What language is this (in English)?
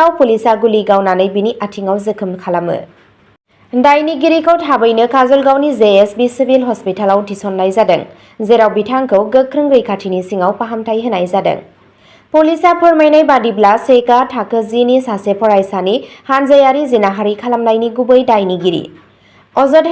Bodo